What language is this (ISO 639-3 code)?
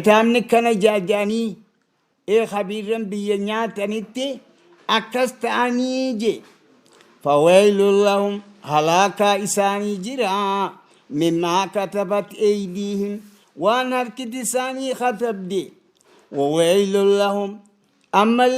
orm